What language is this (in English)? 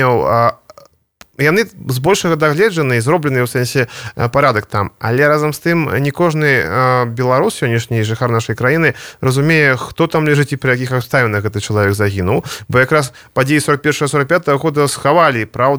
Belarusian